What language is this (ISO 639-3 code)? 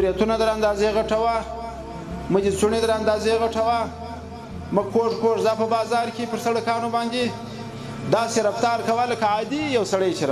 pus